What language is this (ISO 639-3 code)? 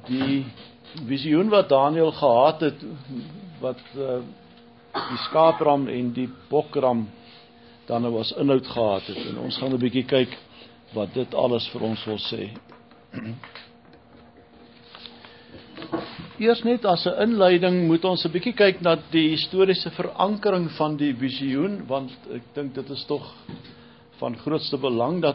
afr